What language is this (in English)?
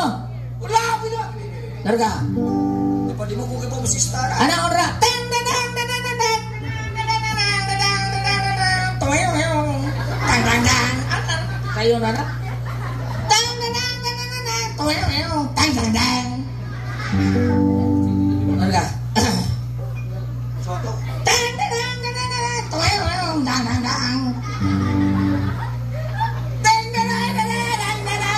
Cebuano